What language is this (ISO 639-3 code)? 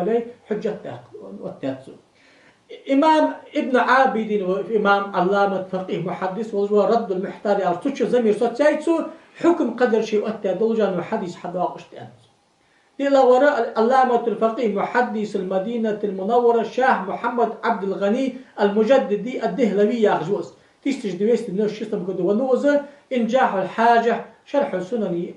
inh